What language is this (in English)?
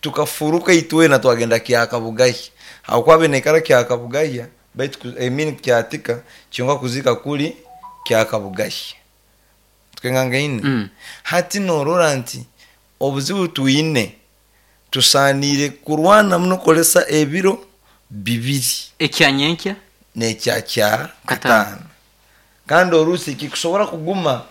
Nyankole